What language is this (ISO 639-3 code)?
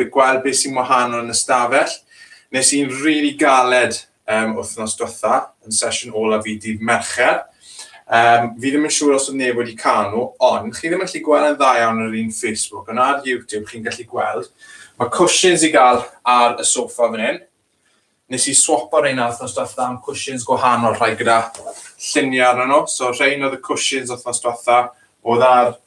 cym